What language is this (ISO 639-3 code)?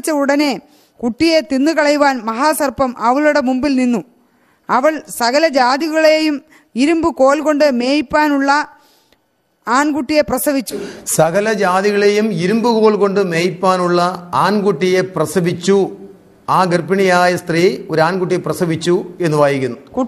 mal